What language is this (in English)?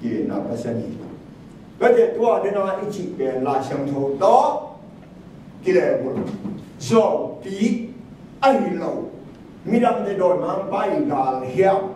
Tedim Chin